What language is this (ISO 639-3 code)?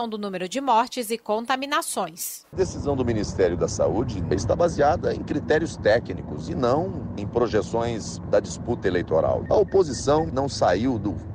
por